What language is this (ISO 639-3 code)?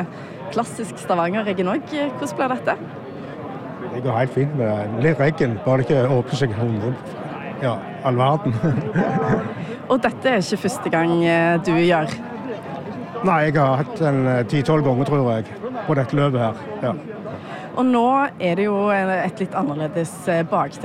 nor